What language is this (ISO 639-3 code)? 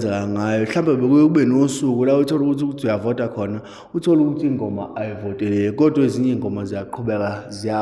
zul